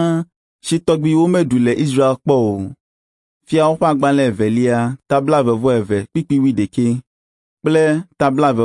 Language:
Ewe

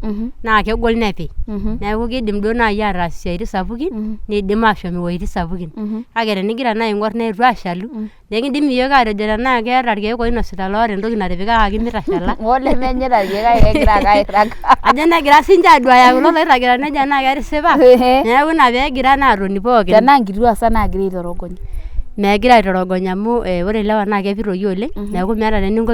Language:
Masai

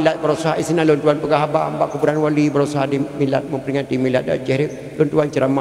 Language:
Achinese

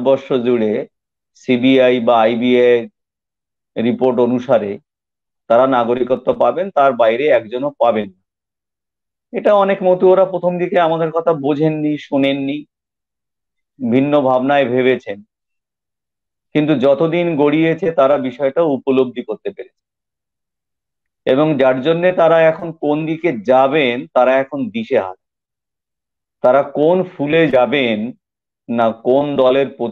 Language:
Bangla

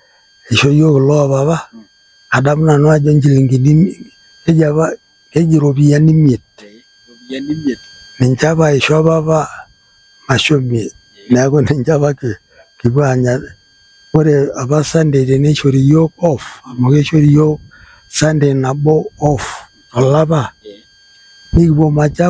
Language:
Masai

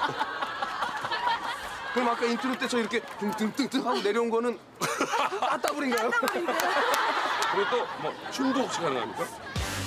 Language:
Korean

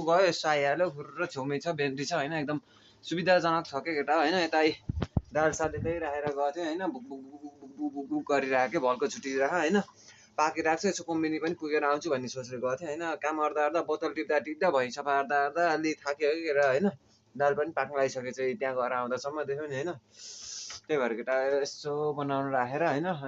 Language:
Nepali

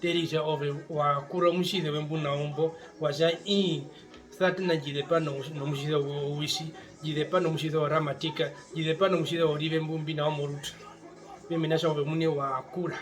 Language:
Herero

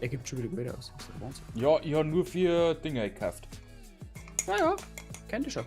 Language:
Bavarian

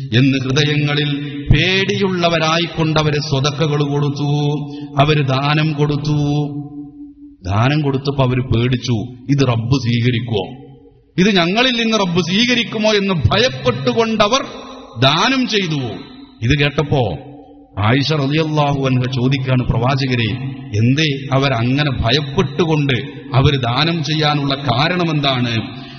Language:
Malayalam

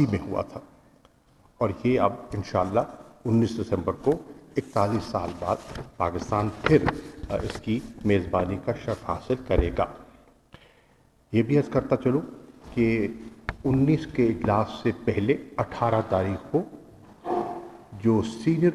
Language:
Urdu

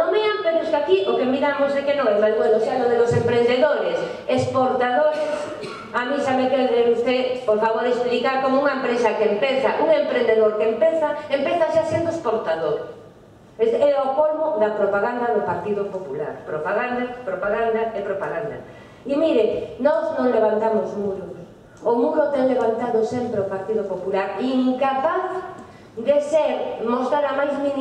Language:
Galician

